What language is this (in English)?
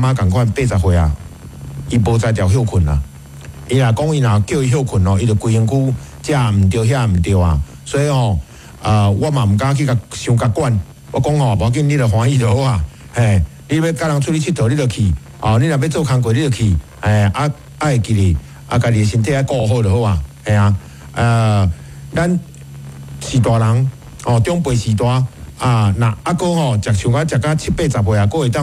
Min Nan Chinese